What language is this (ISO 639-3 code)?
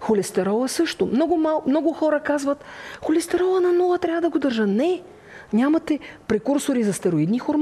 bul